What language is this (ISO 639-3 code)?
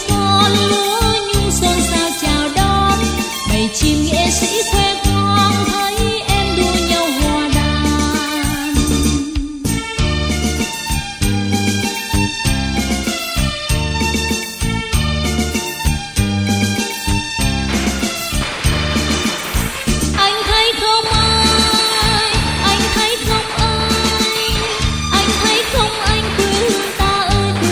vie